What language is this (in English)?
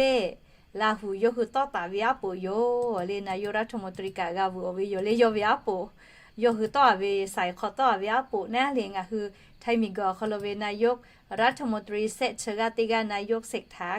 Lahu